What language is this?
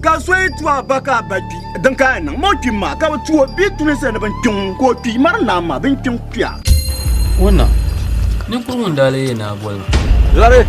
Dagbani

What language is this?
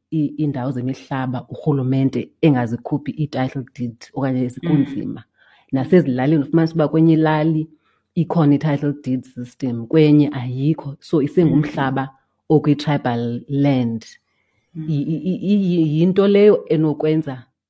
Xhosa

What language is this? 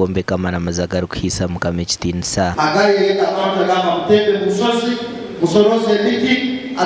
Nyankole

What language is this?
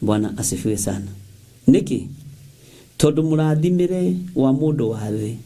Kikuyu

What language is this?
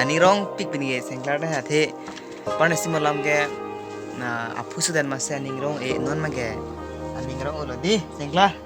Karbi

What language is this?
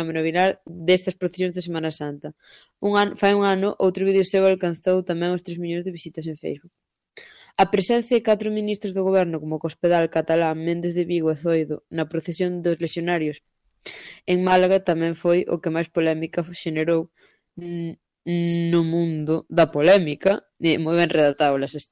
Galician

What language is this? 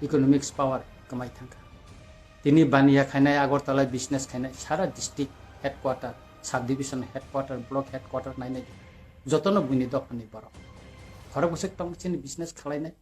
Kok Borok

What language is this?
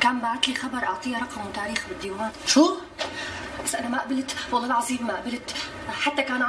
North Levantine Arabic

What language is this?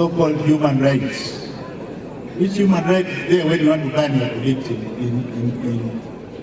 Gusii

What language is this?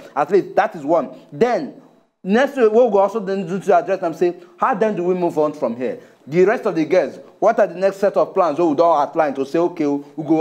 Nigerian Pidgin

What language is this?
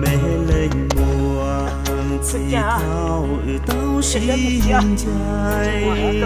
Hmong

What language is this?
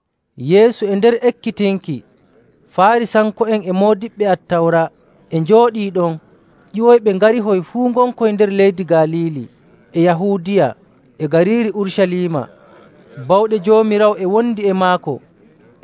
Nigerian Fulfulde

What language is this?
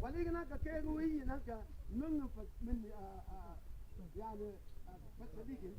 Mabaan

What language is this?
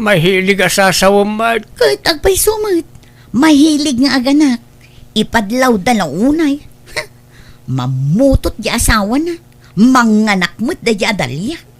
Iloko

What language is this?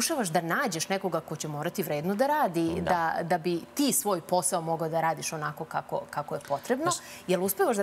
Serbian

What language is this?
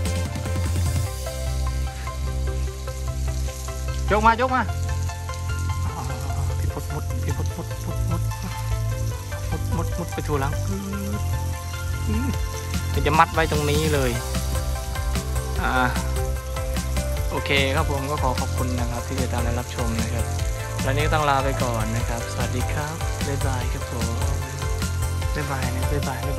Thai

